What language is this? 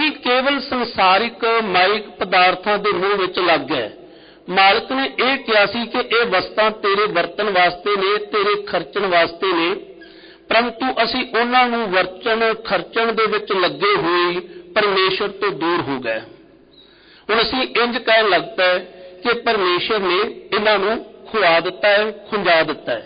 Punjabi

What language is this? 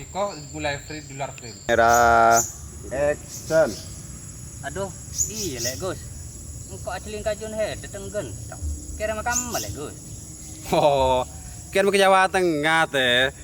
Madurese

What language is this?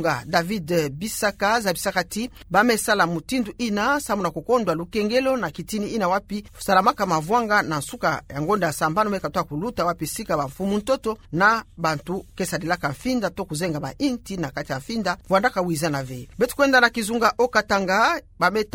Kituba (Democratic Republic of Congo)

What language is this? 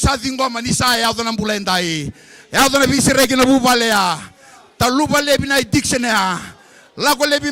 Fijian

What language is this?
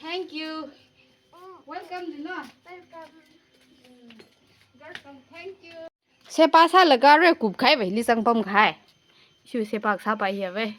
Tangkhul Naga (India)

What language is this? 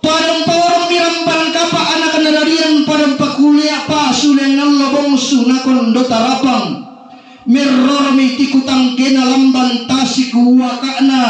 Toraja-Sa'dan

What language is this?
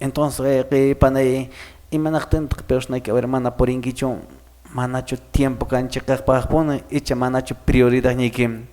Quechua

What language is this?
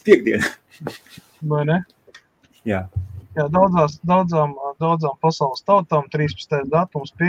Latvian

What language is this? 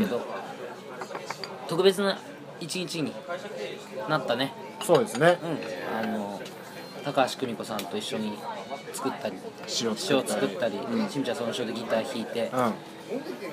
Japanese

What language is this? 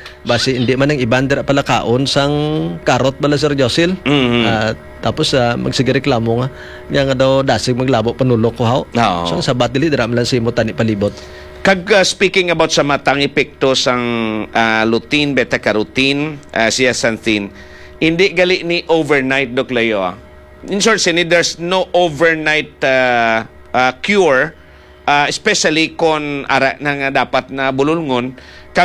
Hiligaynon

